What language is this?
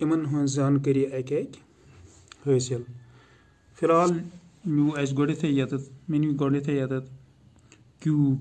Kashmiri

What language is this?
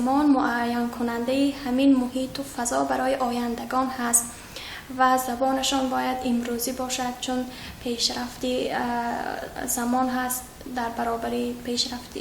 Tajik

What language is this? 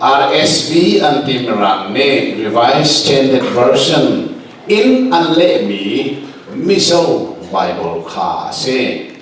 Hakha Chin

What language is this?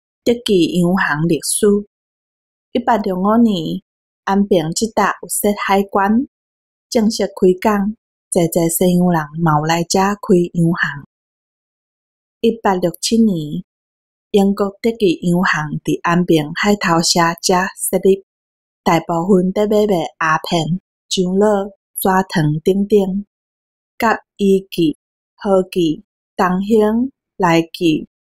Min Nan Chinese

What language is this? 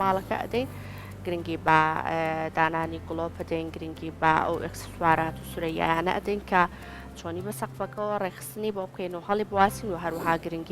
Central Kurdish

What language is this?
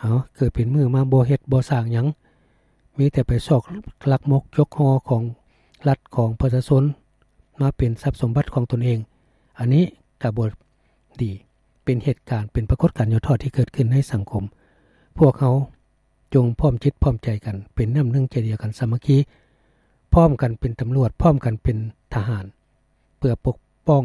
Lao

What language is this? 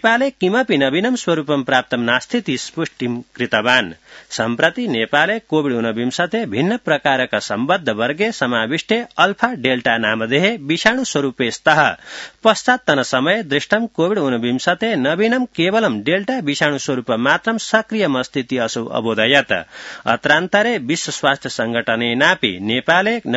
Sanskrit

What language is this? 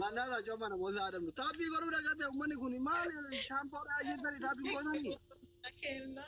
Oromo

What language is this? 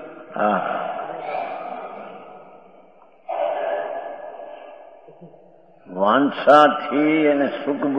Gujarati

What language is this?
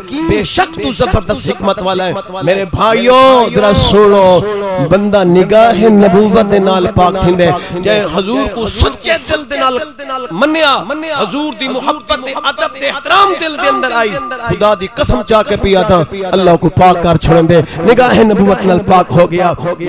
Saraiki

